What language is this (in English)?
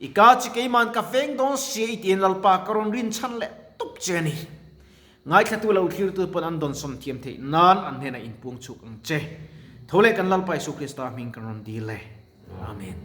Mizo